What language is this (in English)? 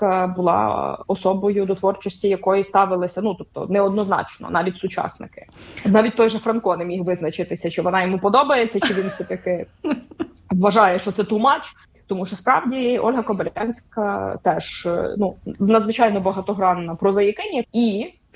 Ukrainian